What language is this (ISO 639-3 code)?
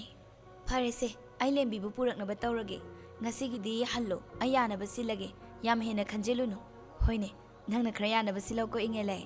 mni